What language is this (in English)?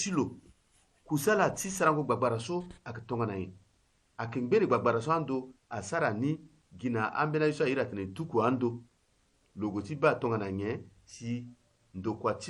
Sango